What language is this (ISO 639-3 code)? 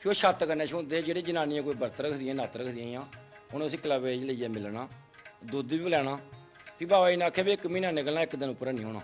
doi